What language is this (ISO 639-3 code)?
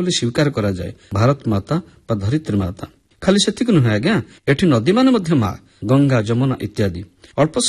ori